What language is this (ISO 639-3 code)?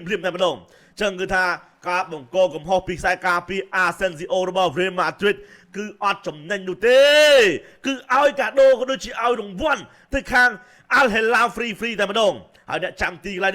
khm